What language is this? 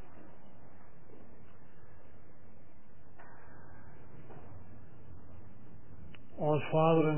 Afrikaans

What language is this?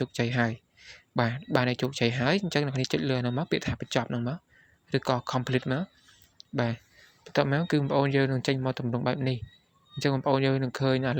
Khmer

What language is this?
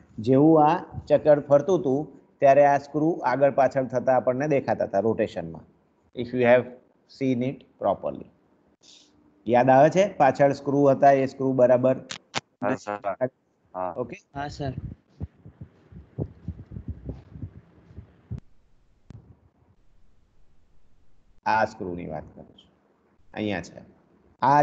Gujarati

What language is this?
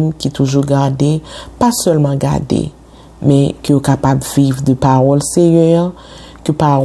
Haitian Creole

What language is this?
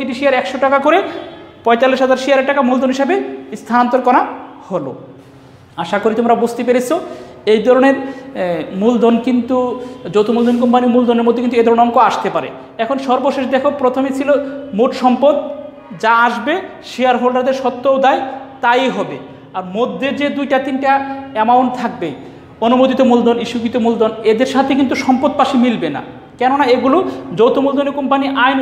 Bangla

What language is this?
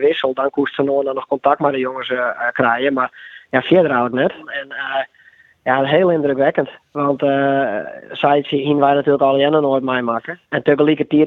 Western Frisian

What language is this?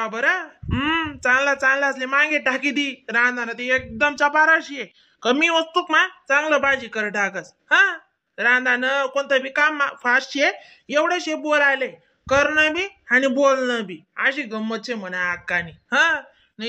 Khandesi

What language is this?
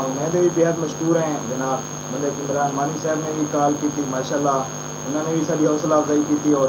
Saraiki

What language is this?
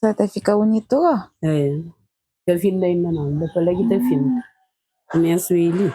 Kabuverdianu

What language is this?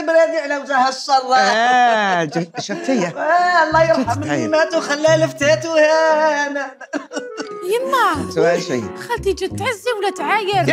Algerian Arabic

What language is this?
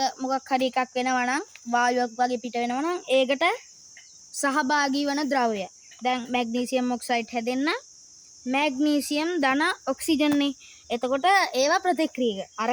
Sinhala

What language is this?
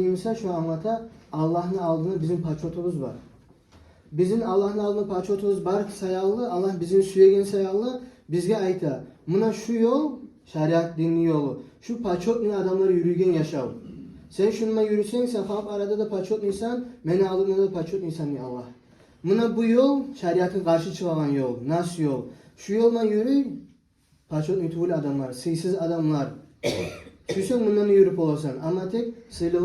Kumyk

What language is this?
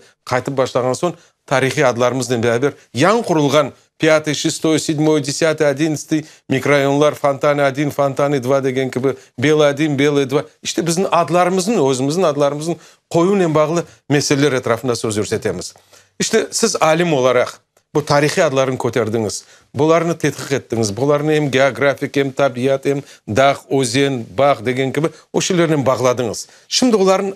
Crimean Tatar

